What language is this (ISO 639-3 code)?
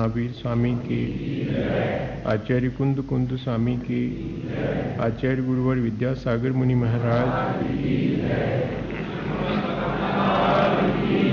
hin